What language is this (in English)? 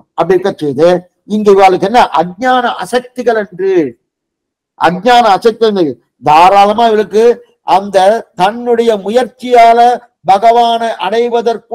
Tamil